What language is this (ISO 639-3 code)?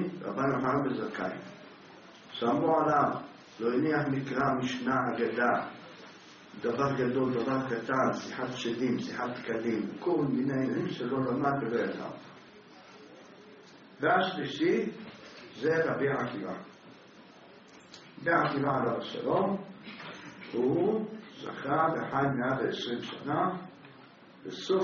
heb